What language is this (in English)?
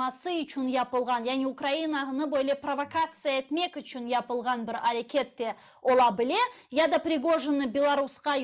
Crimean Tatar